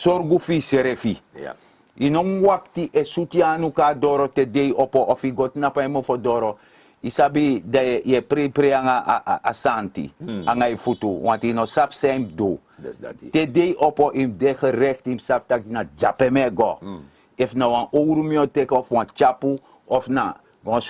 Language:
Sranan Tongo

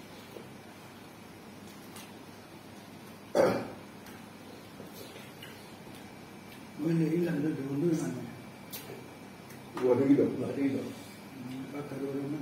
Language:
Malay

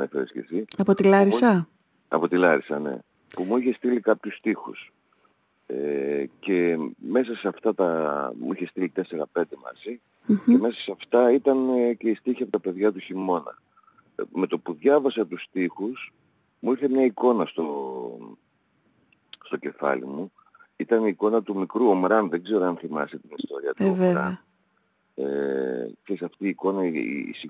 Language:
Greek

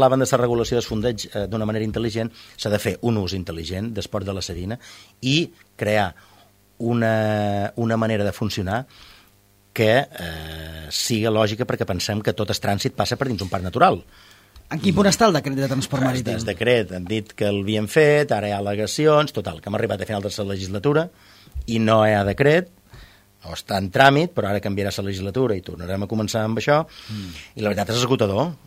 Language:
Catalan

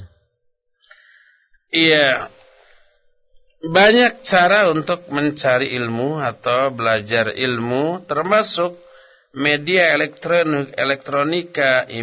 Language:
Indonesian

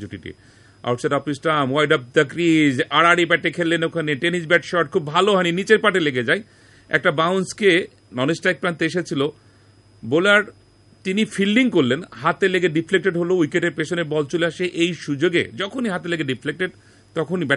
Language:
Bangla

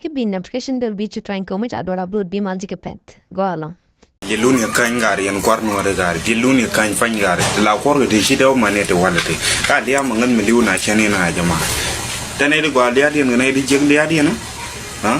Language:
Nuer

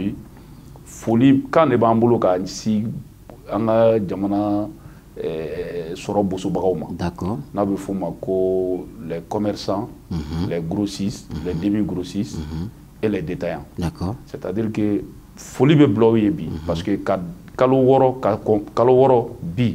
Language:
Bambara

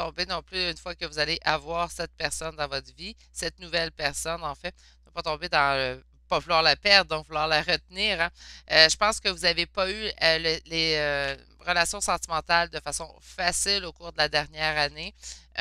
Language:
French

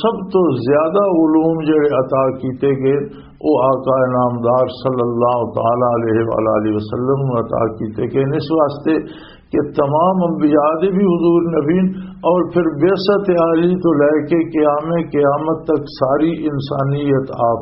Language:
Western Panjabi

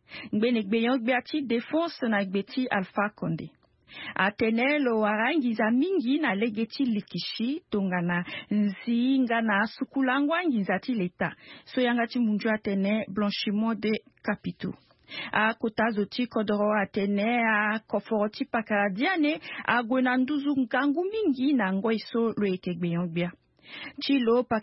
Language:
Sango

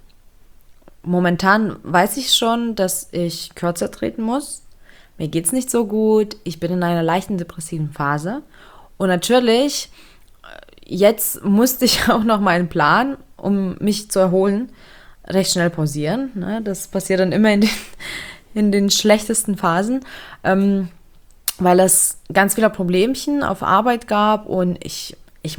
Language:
German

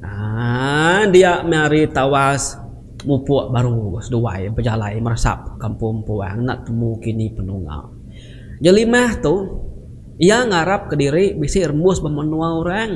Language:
Iban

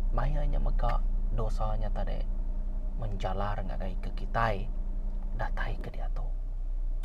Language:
Iban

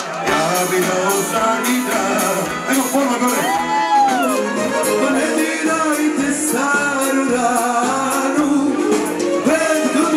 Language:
Croatian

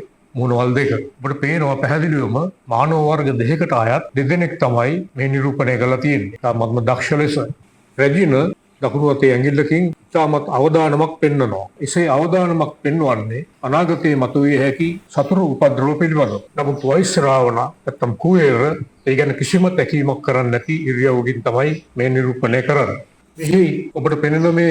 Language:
Sinhala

